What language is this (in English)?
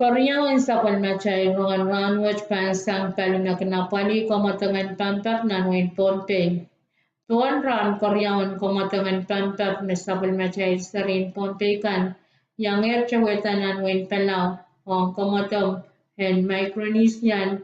Pohnpeian